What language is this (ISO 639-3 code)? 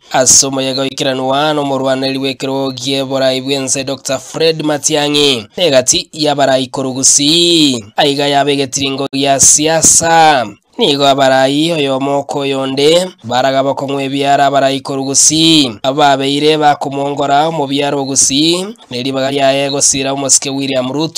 guz